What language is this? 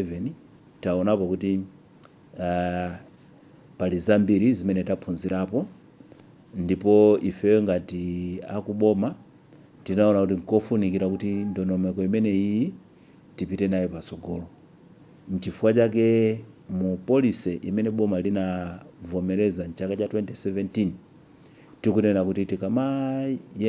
Nyanja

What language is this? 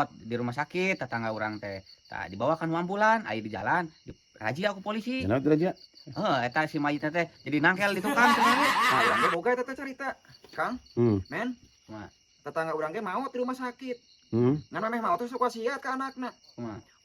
Sundanese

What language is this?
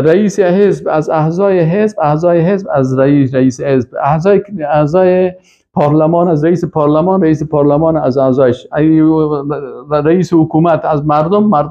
Persian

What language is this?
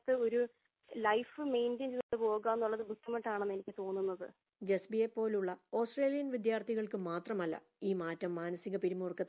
Malayalam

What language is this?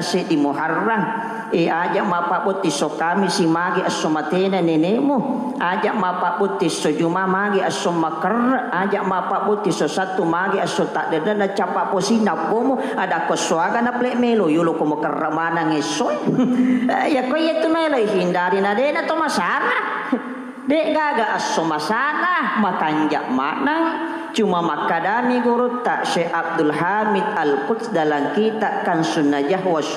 Buginese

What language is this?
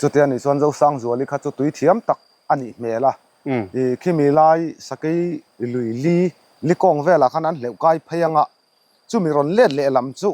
Mizo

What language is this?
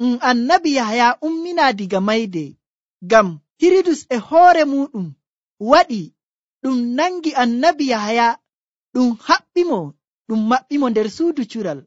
Nigerian Fulfulde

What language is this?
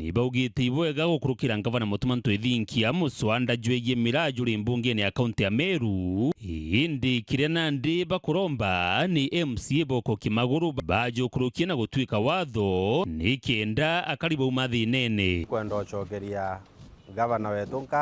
Meru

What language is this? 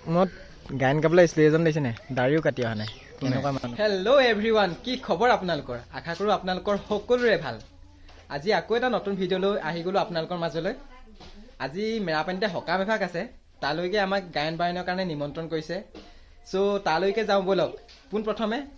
Assamese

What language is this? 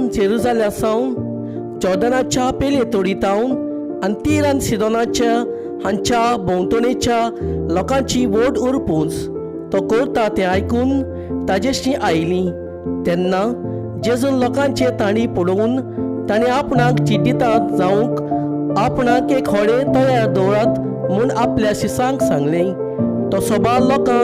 Konkani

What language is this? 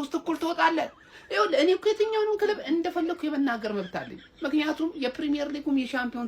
Amharic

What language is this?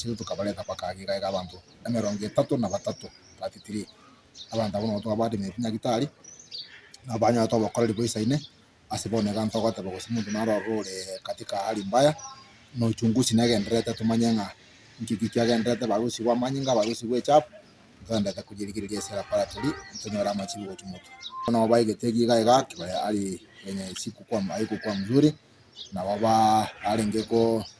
Gusii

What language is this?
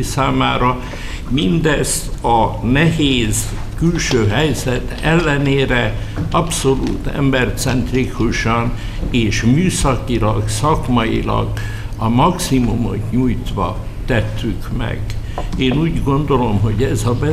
Hungarian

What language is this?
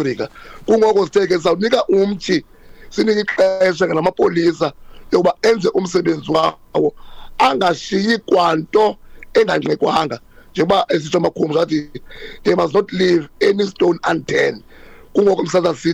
Xhosa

